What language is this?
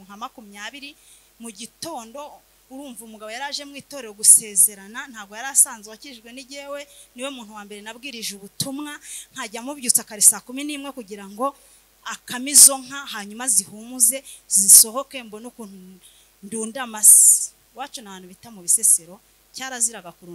Kinyarwanda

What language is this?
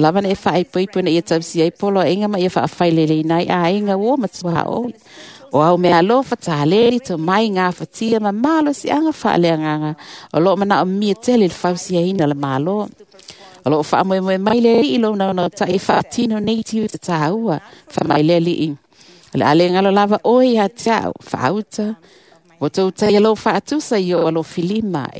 Samoan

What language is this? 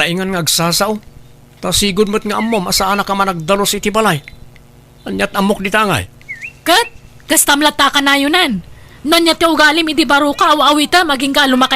Iloko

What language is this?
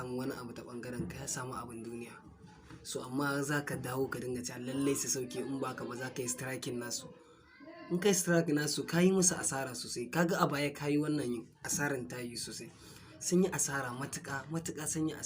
Hausa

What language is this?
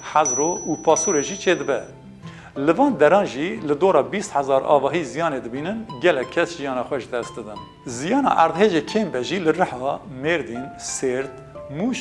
Kurdish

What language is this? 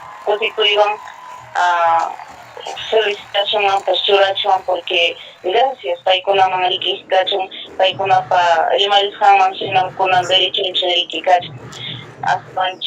Ayacucho Quechua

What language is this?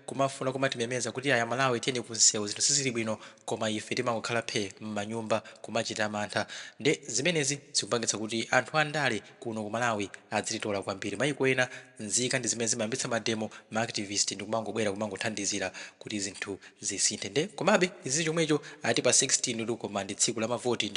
Nyanja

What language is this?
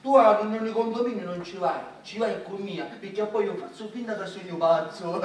Sicilian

